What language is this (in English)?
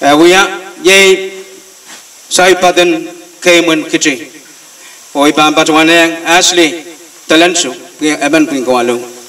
Pohnpeian